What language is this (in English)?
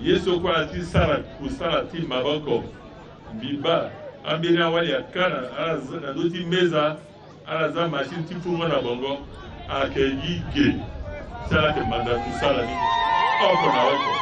Sango